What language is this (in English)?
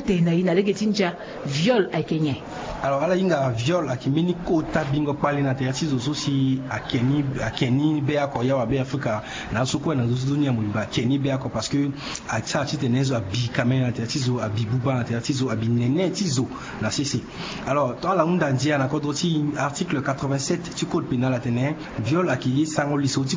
Sango